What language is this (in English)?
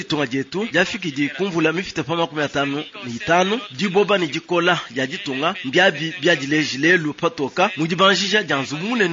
Luba-Lulua